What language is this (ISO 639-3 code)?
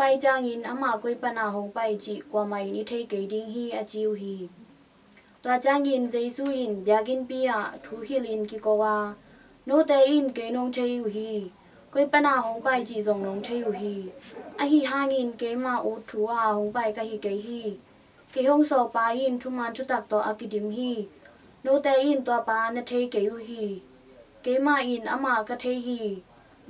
ctd